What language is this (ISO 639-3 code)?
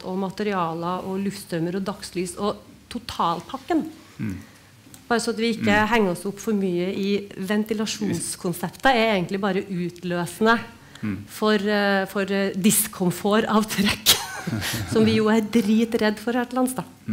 nor